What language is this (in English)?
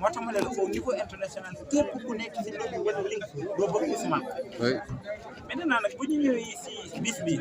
Wolof